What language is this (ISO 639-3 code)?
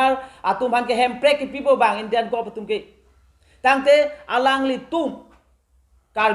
mjw